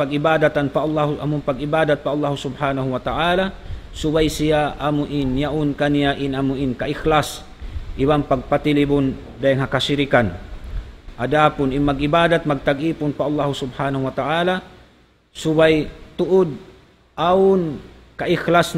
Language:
Tausug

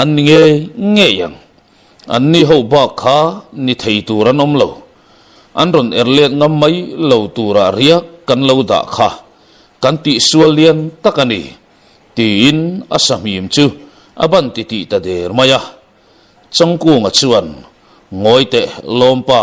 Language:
Mizo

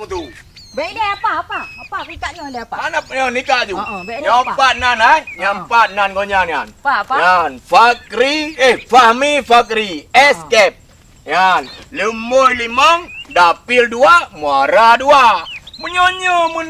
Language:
Achinese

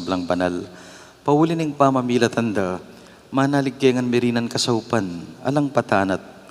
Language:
Pampanga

